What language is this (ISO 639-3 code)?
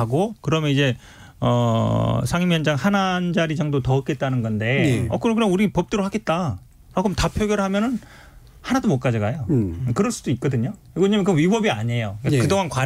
kor